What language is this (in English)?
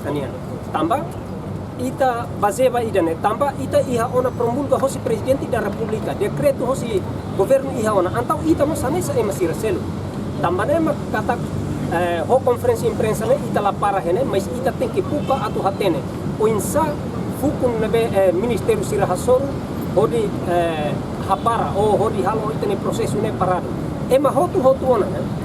Tetum